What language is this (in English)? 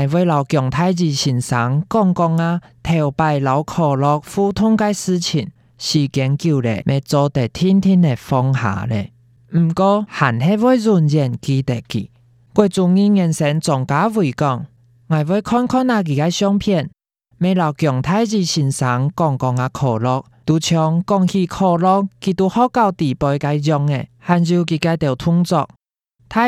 Hakka Chinese